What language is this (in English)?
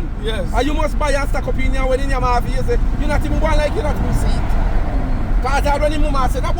Jamaican Creole English